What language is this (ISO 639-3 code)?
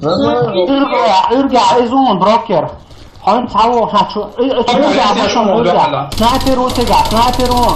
che